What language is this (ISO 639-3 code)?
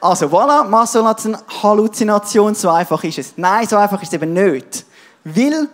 gsw